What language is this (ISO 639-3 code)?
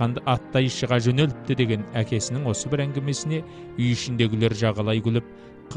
kaz